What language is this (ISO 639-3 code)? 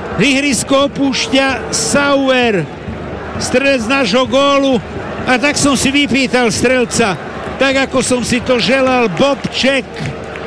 slk